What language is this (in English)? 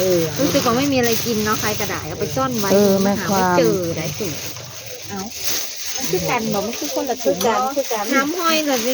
Northeastern Thai